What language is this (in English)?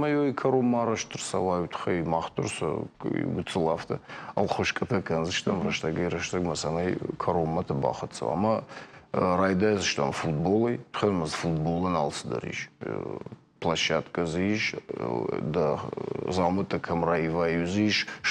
Ossetic